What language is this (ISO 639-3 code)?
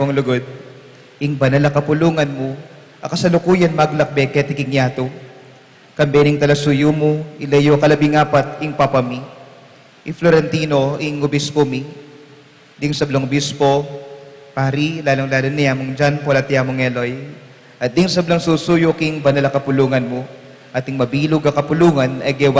pam